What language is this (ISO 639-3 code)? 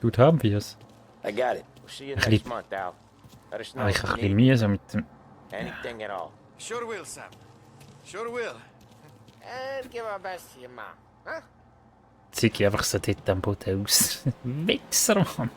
gsw